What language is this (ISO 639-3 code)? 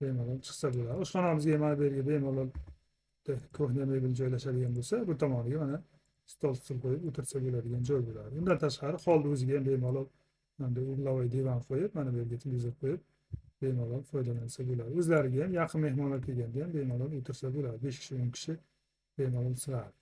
uzb